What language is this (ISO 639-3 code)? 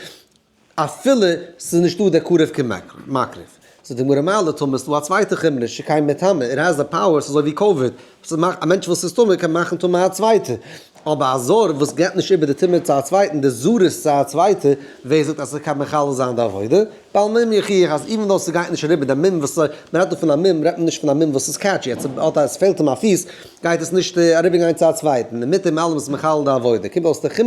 yid